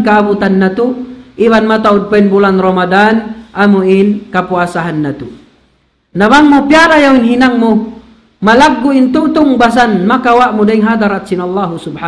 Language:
Tausug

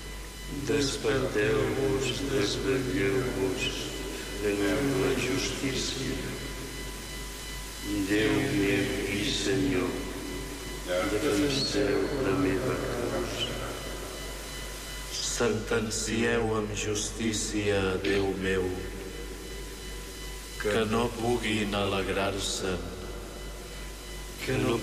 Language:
Catalan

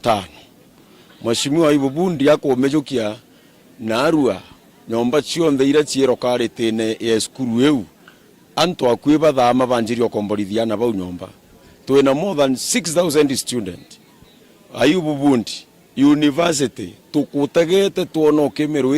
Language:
Meru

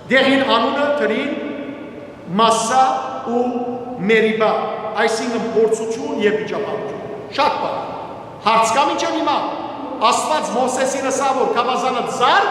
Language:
Western Armenian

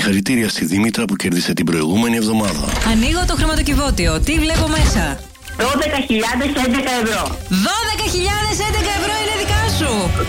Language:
Greek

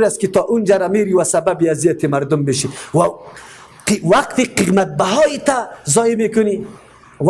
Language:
Persian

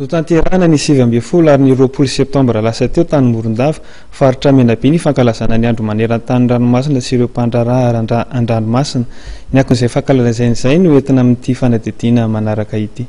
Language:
Malagasy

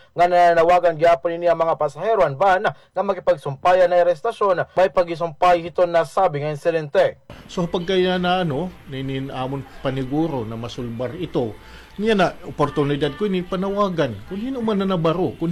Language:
Waray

